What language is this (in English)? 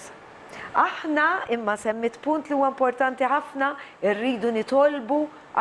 Maltese